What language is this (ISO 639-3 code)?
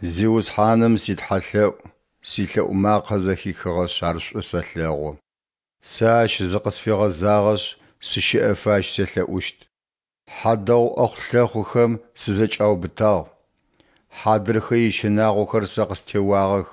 ady